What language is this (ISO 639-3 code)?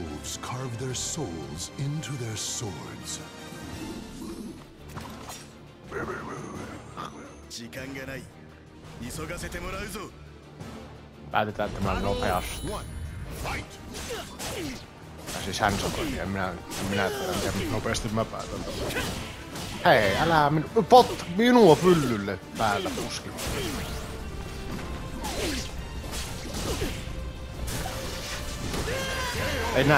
fin